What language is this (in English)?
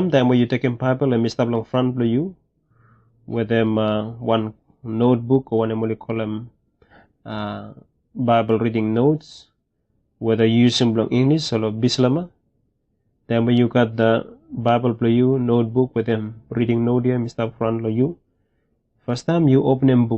Bislama